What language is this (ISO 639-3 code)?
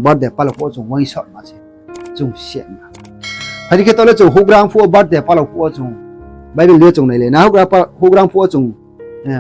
ria